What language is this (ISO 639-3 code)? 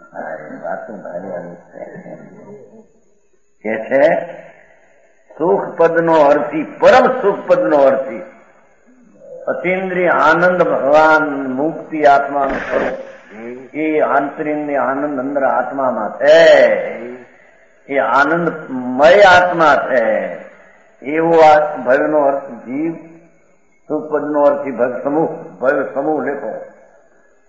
guj